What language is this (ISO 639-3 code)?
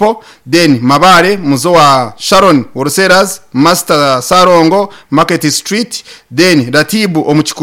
nyn